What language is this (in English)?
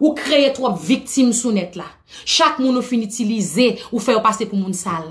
Haitian Creole